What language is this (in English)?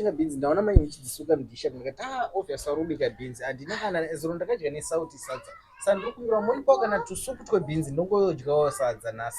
Shona